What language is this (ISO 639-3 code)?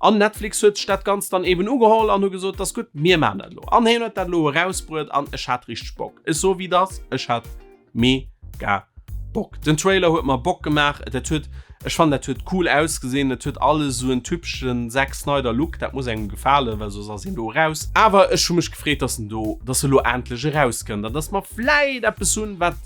ltz